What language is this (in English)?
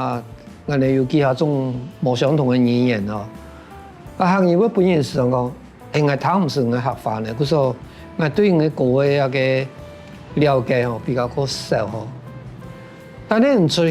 Hakka Chinese